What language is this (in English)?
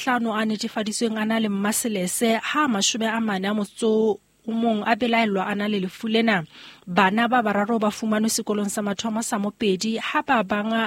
Southern Sotho